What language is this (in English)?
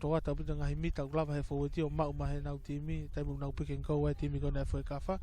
Tongan